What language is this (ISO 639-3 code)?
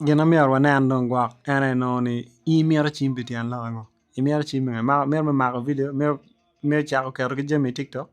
ach